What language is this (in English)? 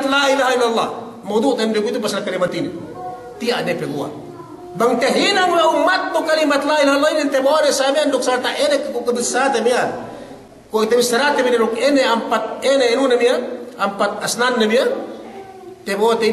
Yakan